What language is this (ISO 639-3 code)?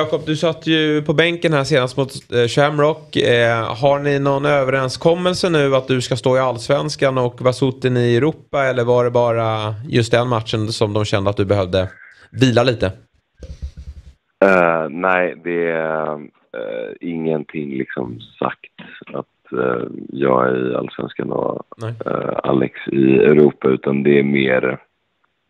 swe